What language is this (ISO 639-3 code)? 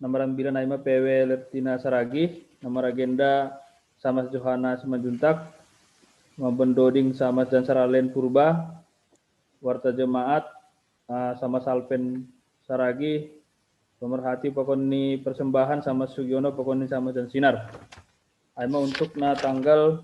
bts